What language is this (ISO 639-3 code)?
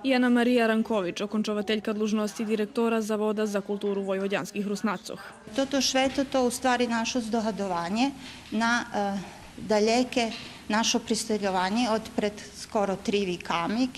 rue